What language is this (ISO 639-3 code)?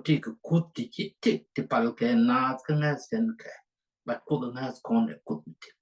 nus